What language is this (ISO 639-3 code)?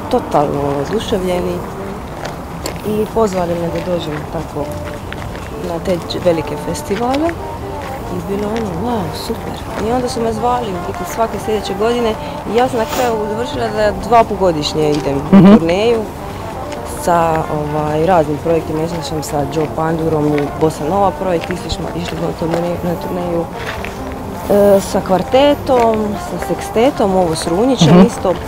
hrv